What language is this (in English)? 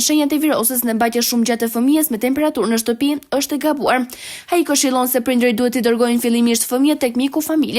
Albanian